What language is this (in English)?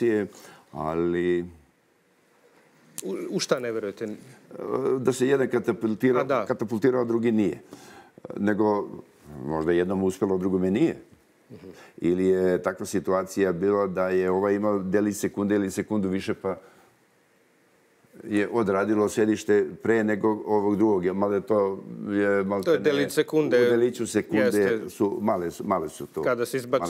Serbian